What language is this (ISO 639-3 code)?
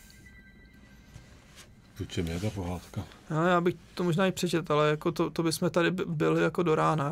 ces